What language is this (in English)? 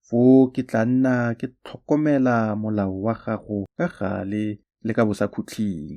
Tswana